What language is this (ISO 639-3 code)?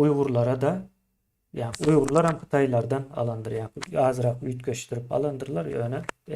tuk